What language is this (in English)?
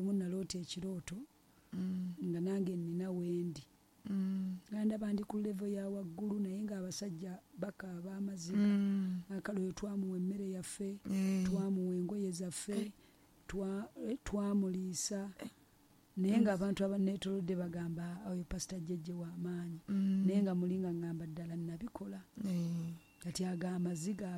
Ganda